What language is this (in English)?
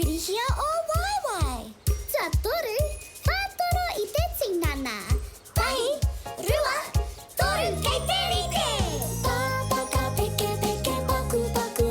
Māori